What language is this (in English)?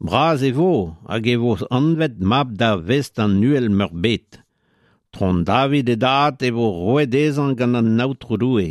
Breton